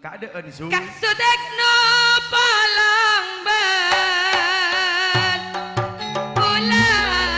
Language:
Madurese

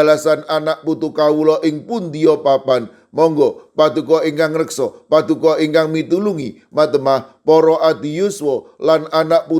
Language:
Javanese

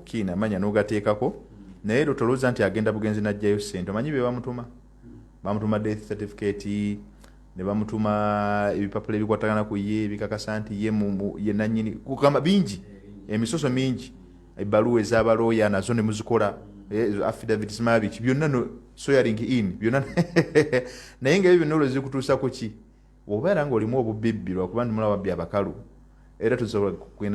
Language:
Ganda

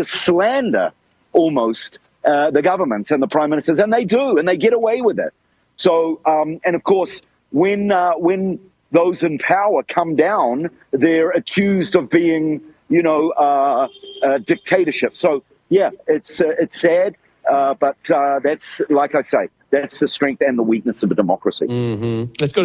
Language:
English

